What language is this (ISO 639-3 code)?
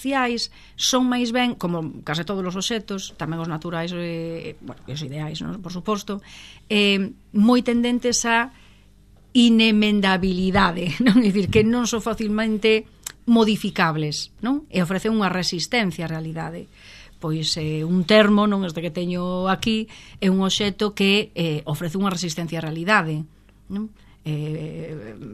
glg